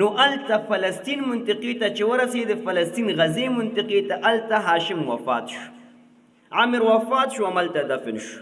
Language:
Pashto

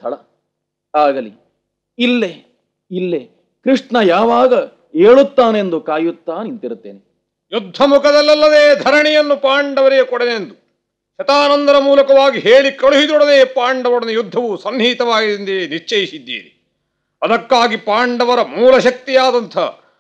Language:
Kannada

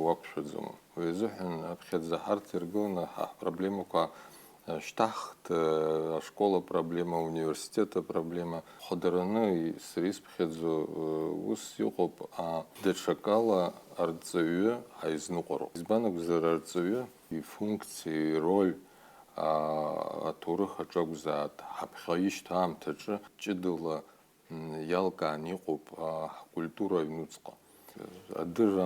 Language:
Abkhazian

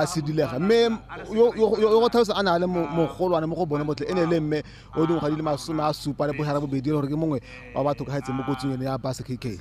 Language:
Tswana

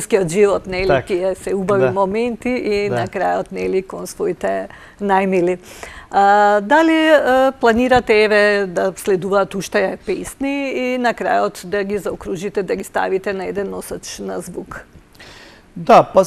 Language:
Macedonian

